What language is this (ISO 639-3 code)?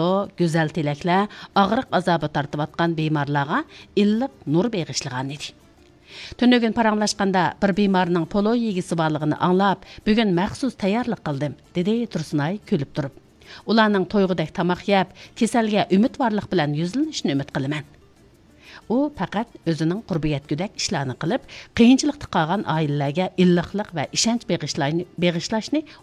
uig